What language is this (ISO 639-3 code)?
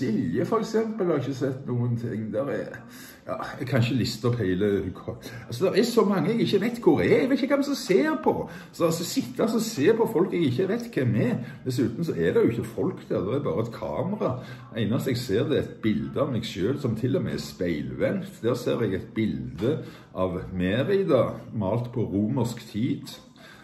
nor